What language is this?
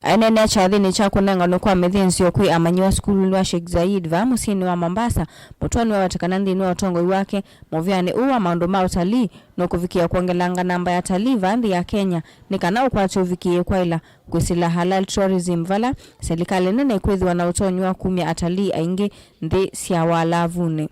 Kamba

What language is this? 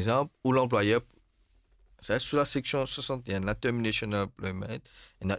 Morisyen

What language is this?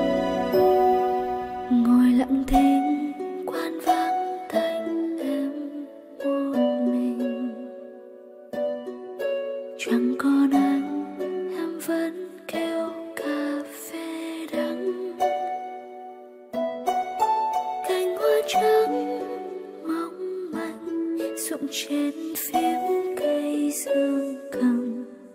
Vietnamese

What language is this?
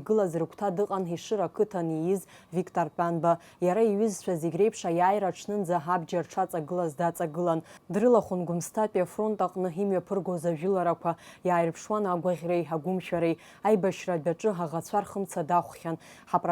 Abkhazian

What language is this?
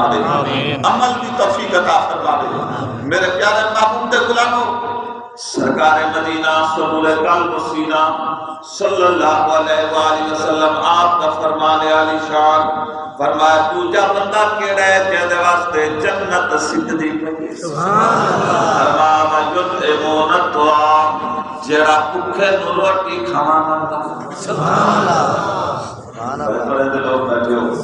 Saraiki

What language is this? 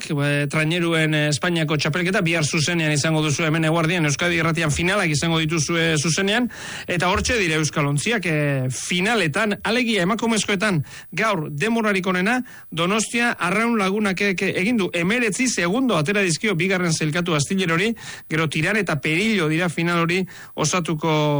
Basque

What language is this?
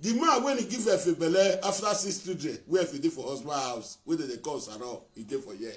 Nigerian Pidgin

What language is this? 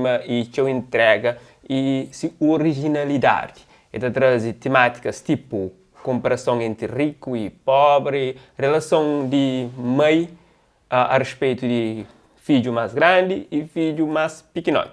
Kabuverdianu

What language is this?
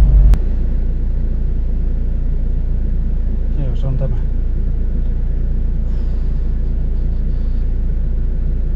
Finnish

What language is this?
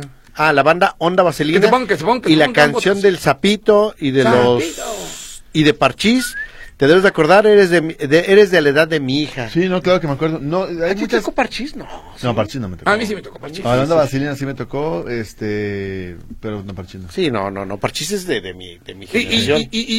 Spanish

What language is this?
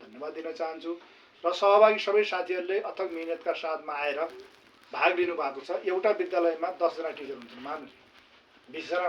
Nepali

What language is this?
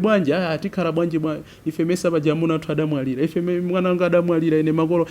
Nyanja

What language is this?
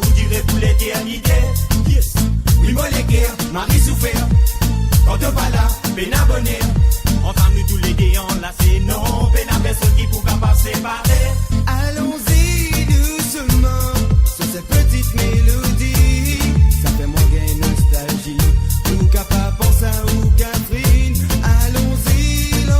Morisyen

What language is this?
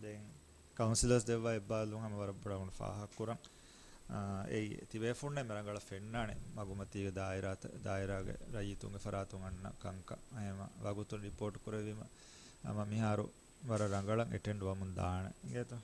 Divehi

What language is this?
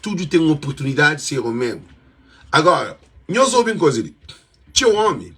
Kabuverdianu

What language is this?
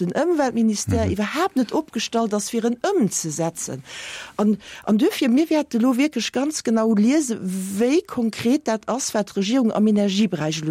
Luxembourgish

